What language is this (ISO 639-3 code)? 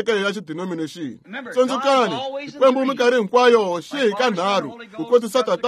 tso